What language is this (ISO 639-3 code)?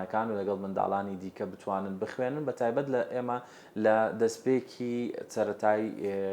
ckb